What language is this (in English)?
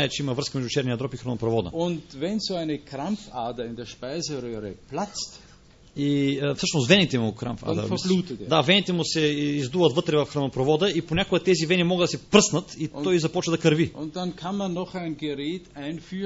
Bulgarian